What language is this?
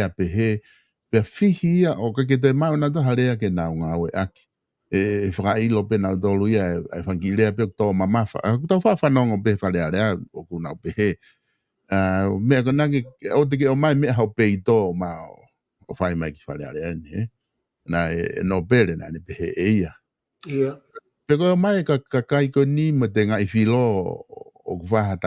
Tongan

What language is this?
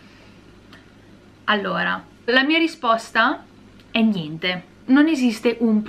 Italian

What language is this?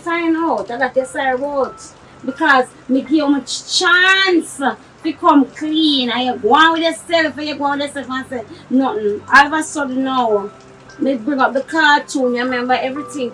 Jamaican Creole English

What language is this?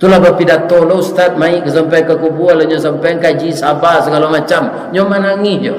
Minangkabau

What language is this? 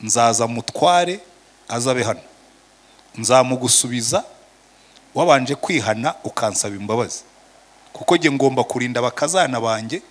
Kinyarwanda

